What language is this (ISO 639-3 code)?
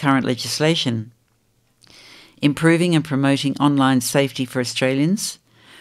eng